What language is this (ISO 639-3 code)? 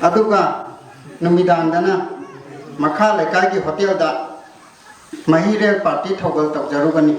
mni